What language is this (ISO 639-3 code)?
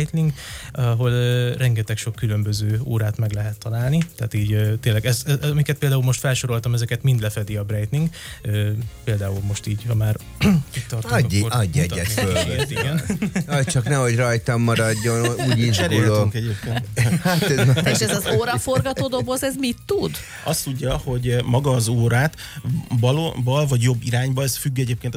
hun